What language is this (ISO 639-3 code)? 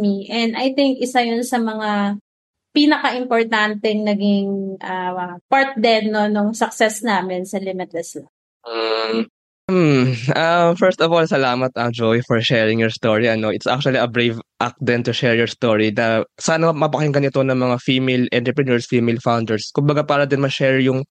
fil